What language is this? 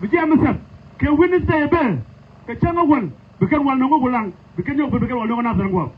Nuer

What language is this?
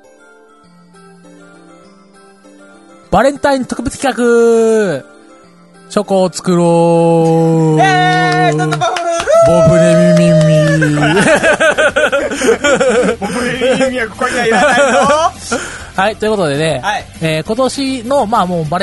Japanese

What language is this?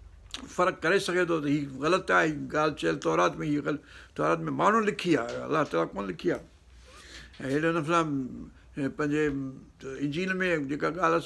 Sindhi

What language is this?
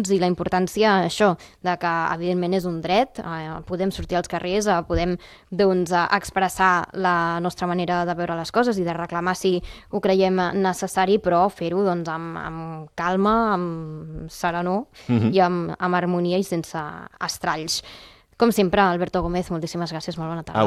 Catalan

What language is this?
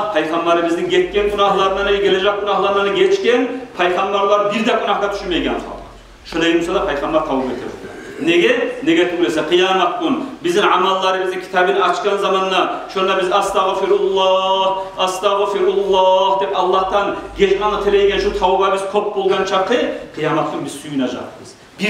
Kumyk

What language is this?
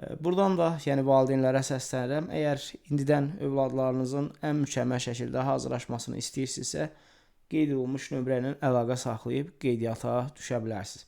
Azerbaijani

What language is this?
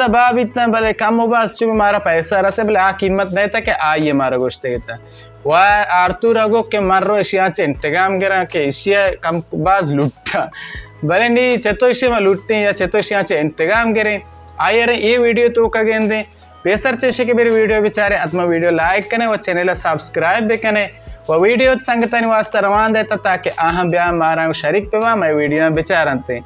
Baluchi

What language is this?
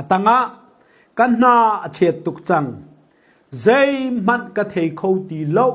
Hakha Chin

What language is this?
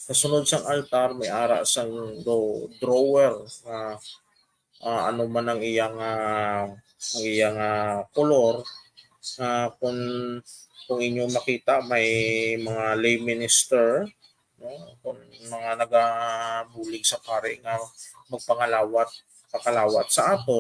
Hiligaynon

